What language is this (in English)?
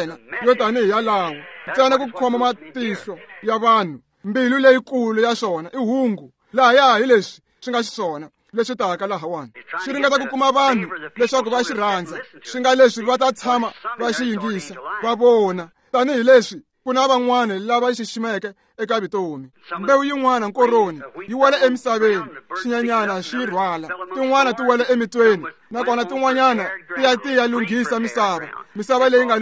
Tsonga